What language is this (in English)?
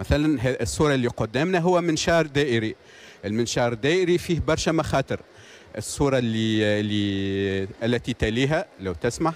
Tunisian Arabic